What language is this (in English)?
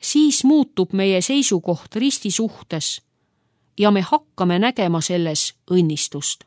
Estonian